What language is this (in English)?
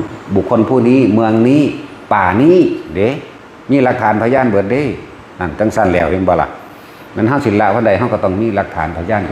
Northeastern Thai